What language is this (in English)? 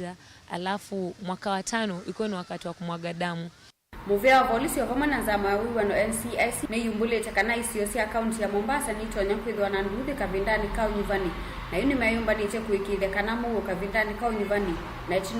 Kamba